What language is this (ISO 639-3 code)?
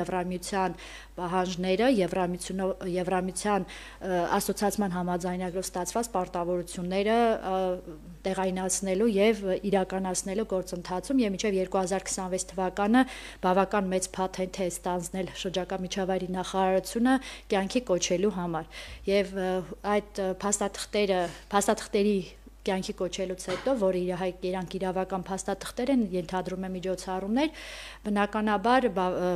hye